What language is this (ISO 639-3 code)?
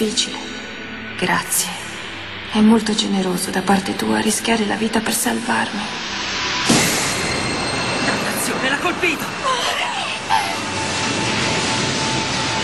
ita